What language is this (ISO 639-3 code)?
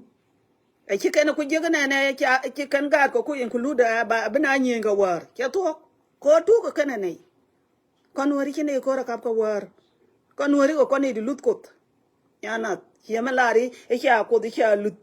nus